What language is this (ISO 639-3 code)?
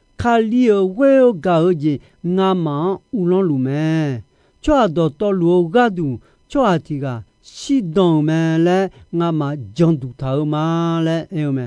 ahk